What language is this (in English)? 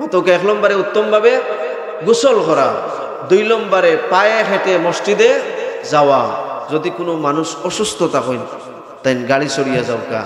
Sylheti